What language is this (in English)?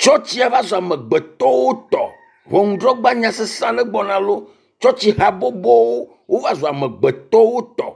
Ewe